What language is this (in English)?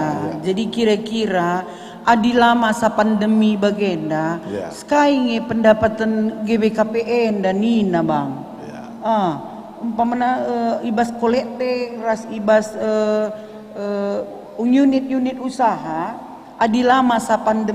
Batak Karo